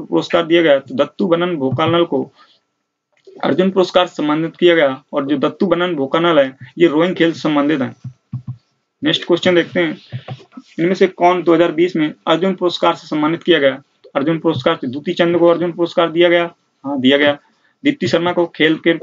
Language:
Hindi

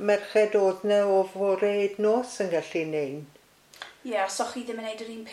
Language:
Welsh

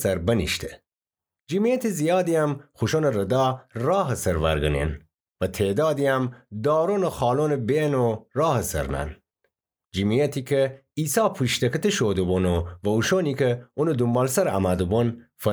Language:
Gilaki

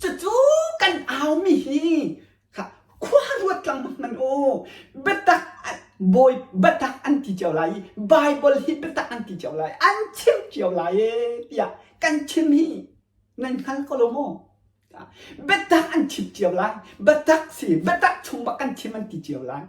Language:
Hakha Chin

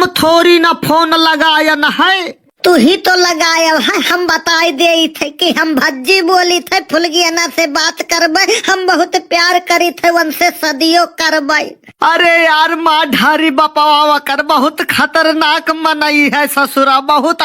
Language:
Awadhi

